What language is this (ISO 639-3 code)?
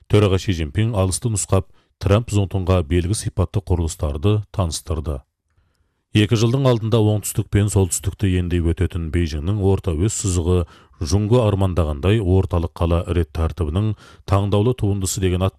kaz